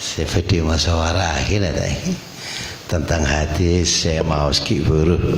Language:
Madurese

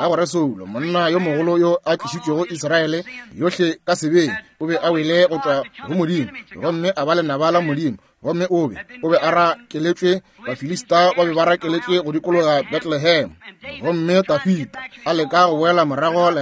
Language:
Northern Sotho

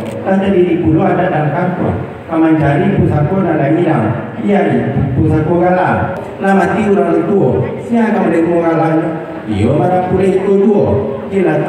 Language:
Minangkabau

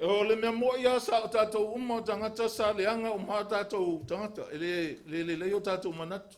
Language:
Samoan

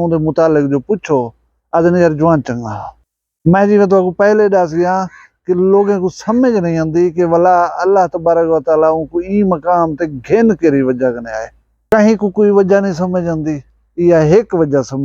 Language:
Saraiki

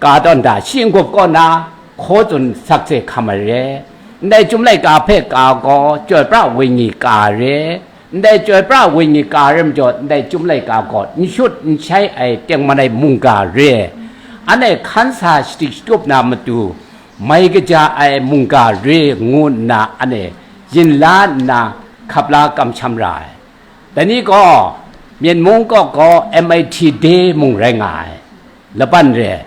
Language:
Kachin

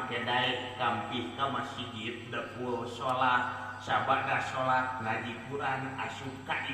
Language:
Sundanese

